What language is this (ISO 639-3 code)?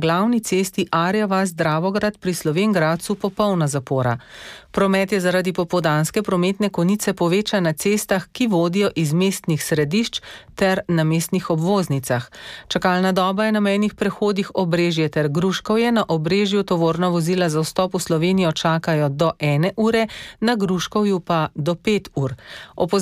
slv